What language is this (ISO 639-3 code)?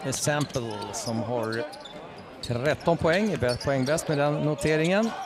swe